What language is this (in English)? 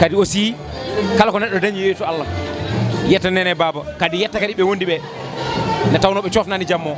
Fula